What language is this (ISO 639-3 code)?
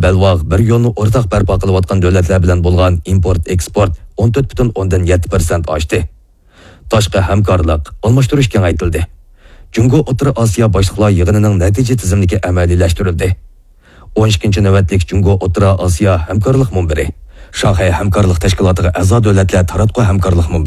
uig